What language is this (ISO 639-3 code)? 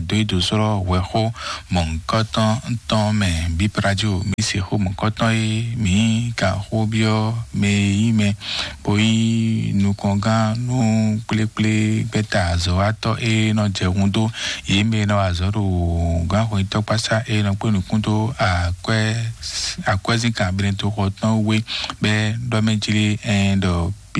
fon